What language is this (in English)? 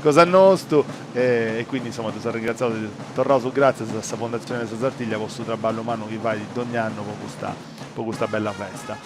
Sardinian